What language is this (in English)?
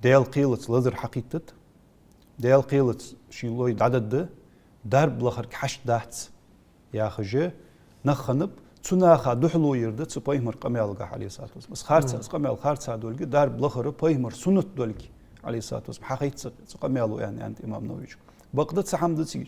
Ingush